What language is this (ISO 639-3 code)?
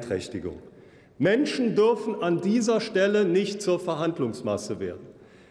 deu